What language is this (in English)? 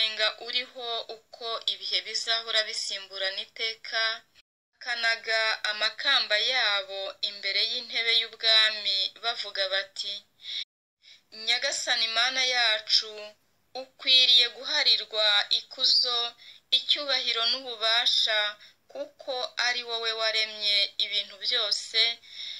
Kinyarwanda